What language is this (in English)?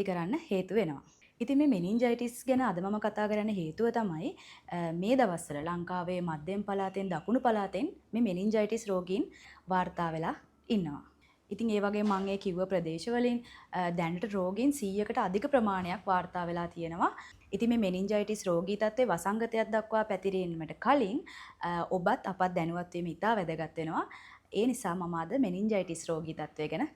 Sinhala